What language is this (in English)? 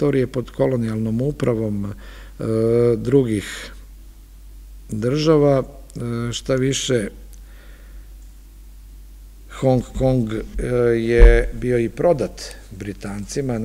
Serbian